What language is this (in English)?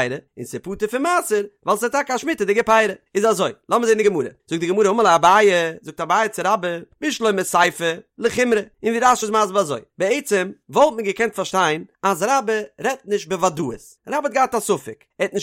Yiddish